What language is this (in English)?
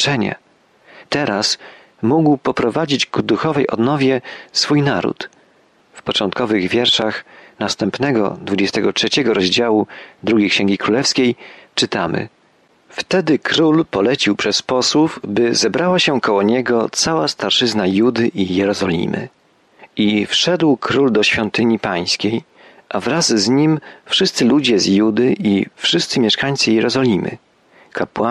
Polish